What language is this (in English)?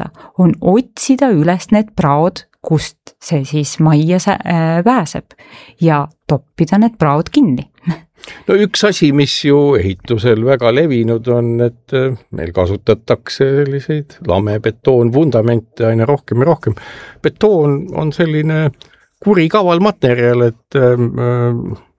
Estonian